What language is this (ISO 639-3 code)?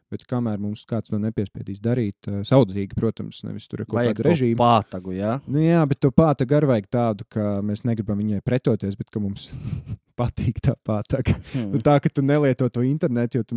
lav